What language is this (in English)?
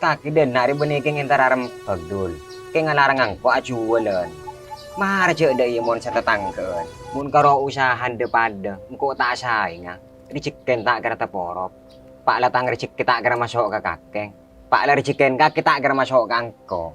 Madurese